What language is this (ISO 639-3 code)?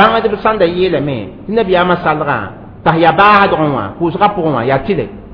mos